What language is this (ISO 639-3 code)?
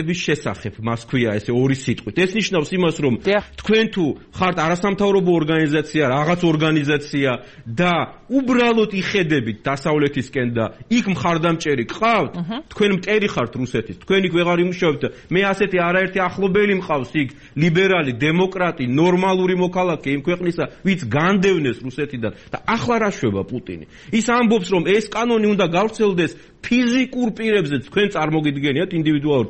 kat